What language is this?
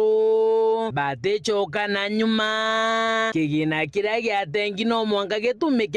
Meru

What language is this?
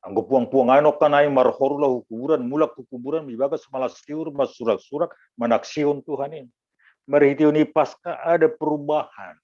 Batak Simalungun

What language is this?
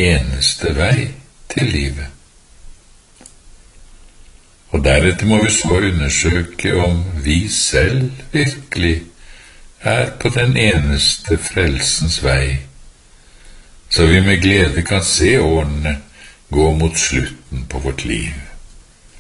Norwegian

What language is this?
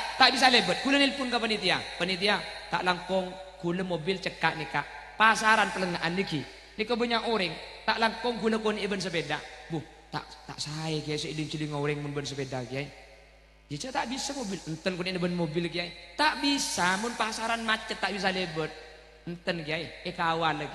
Madurese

